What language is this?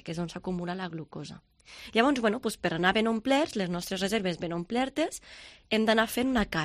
Catalan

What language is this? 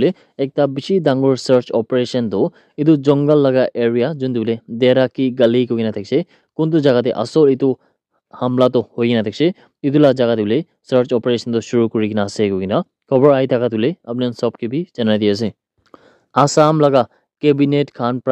Naga Pidgin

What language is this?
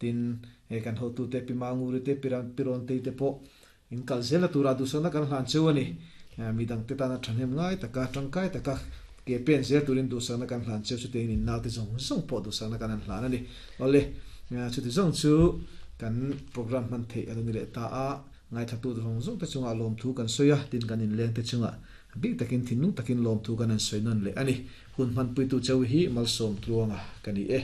Mizo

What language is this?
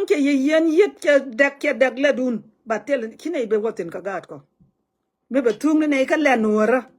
Nuer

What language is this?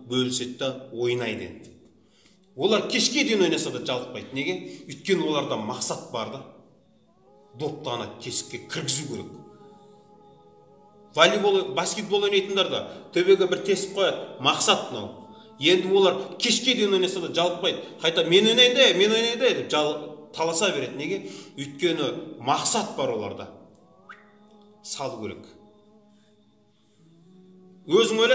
Kazakh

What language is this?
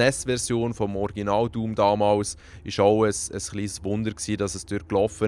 Swiss German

